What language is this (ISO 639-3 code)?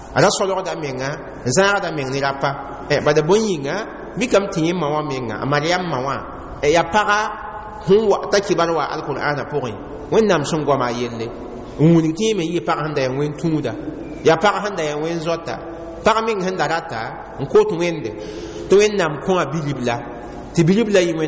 mos